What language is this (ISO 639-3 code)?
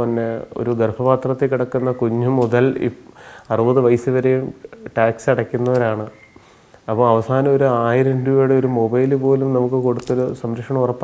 mal